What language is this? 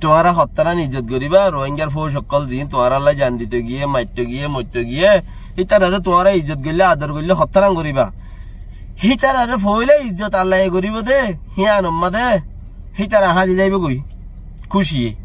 Rohingya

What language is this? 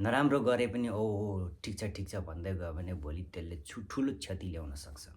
Nepali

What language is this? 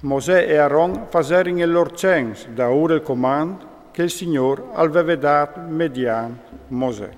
Friulian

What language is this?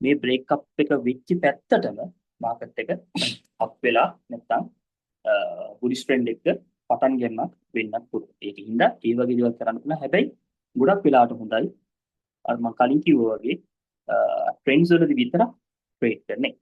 Sinhala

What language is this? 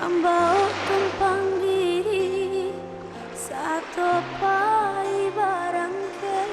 Minangkabau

